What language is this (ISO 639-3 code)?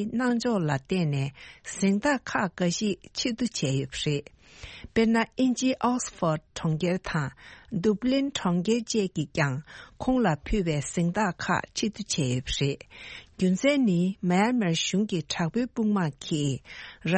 bod